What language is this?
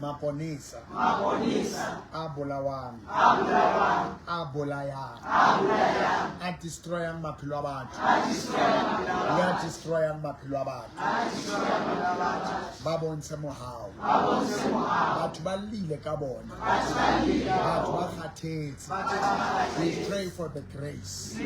Southern Sotho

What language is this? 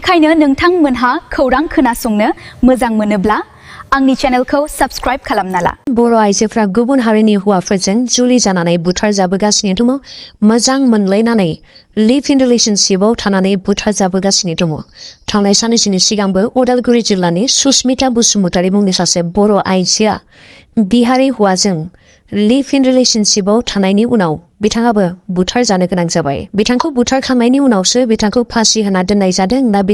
Bodo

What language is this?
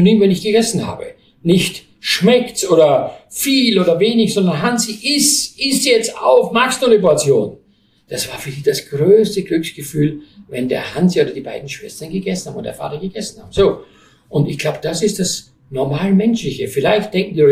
German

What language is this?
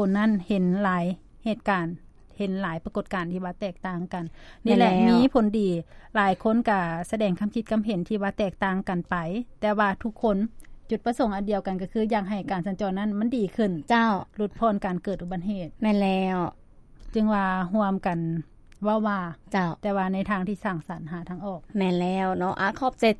Lao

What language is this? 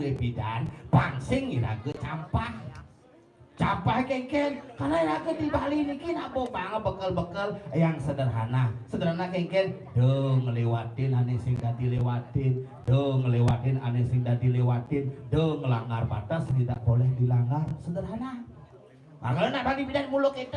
Balinese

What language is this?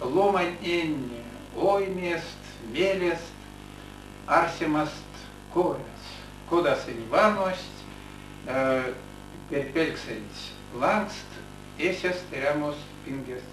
Erzya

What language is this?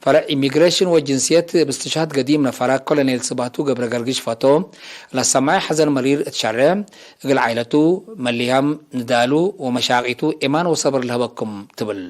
Tigre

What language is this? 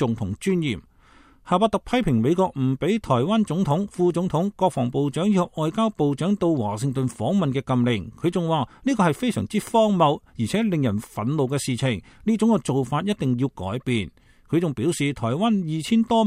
Cantonese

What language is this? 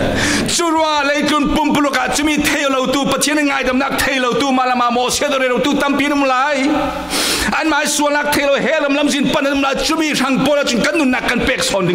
Falam Chin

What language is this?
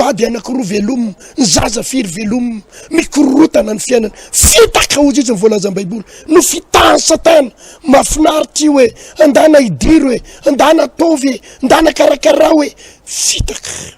Malagasy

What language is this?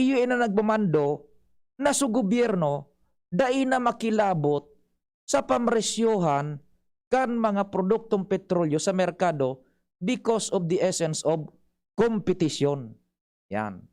Bikol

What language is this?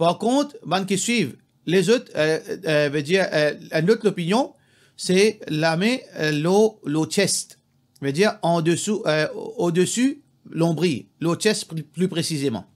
Morisyen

